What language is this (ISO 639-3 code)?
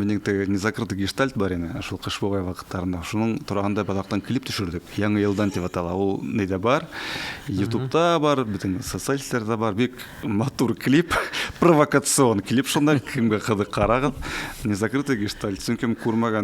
bak